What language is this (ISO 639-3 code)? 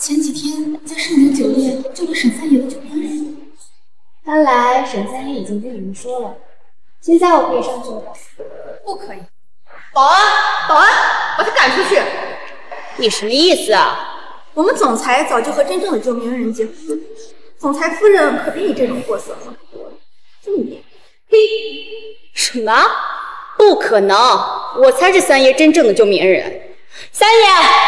zho